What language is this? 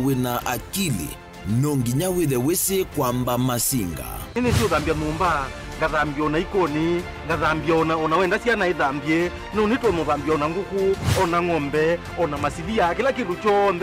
Kamba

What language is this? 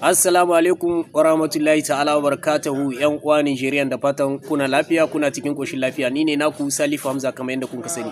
Hausa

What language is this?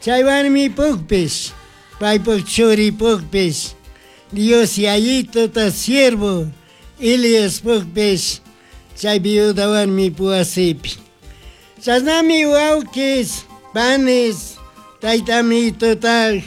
Chimborazo Highland Quichua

